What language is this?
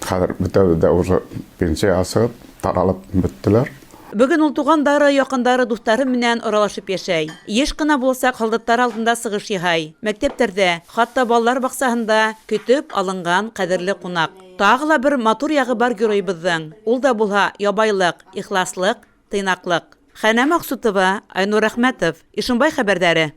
Bashkir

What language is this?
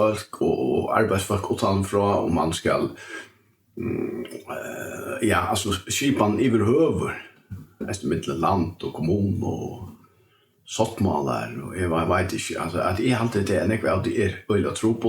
Faroese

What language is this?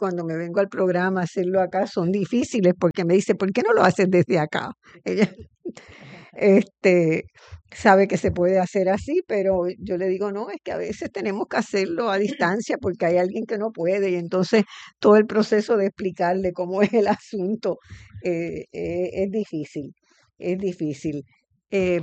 Spanish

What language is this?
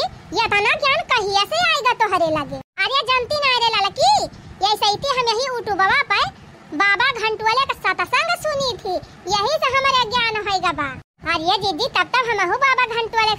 Awadhi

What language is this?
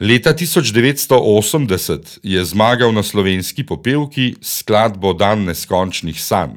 Slovenian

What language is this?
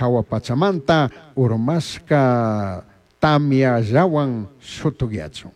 Chimborazo Highland Quichua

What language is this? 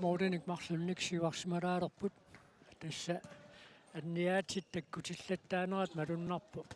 Kalaallisut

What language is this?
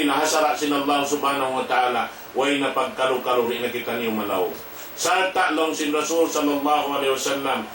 Tausug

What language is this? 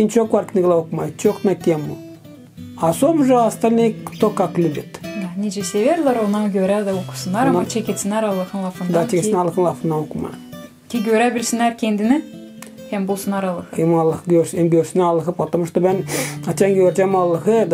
Gagauz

